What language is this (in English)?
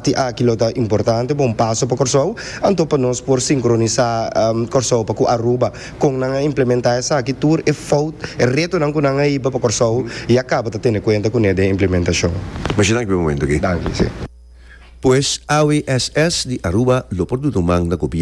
Papiamento